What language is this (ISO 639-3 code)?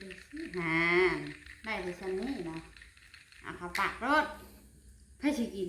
tts